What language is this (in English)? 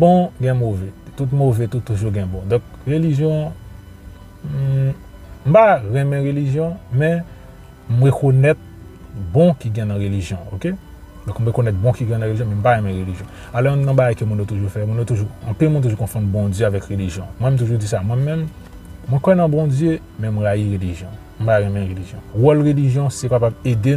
Haitian Creole